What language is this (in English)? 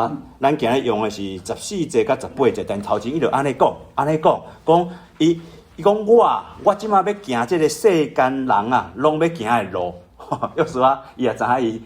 Min Nan Chinese